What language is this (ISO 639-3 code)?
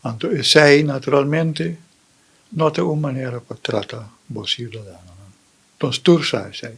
pap